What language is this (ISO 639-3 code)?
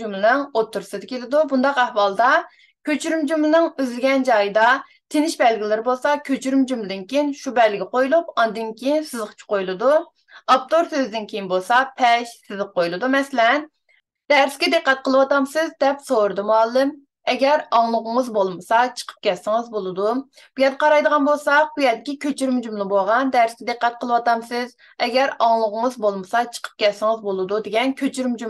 uig